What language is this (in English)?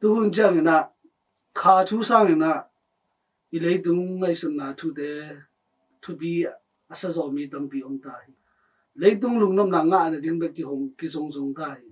Tedim Chin